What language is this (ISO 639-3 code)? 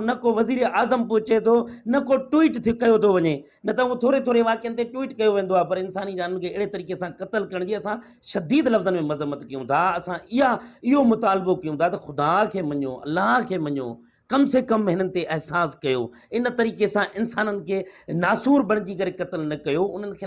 snd